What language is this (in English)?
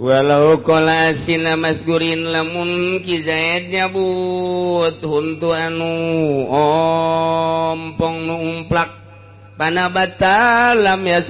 Sundanese